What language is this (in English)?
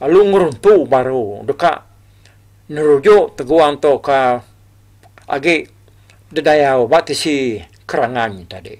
Iban